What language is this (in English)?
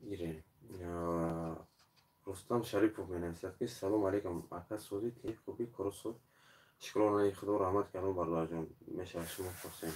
Tajik